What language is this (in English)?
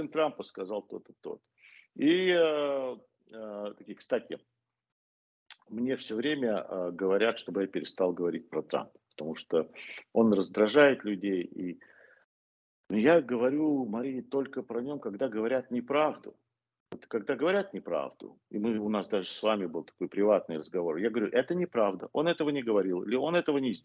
Russian